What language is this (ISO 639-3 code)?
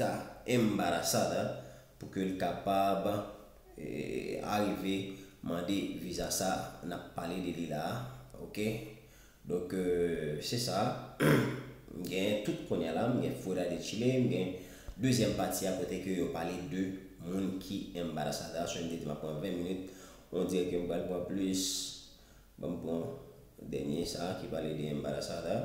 hat